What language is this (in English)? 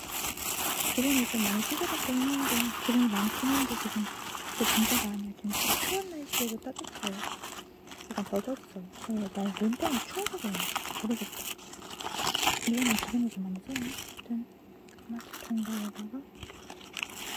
Korean